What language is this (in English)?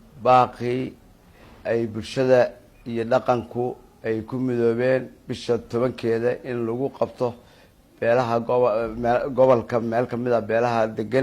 Somali